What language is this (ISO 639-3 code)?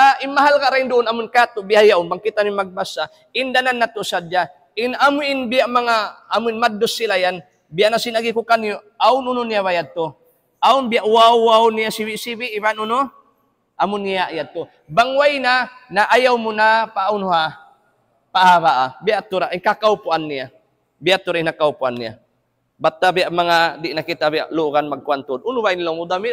tsg